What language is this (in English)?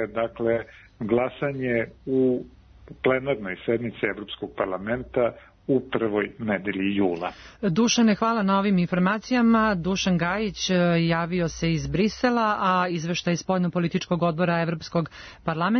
Serbian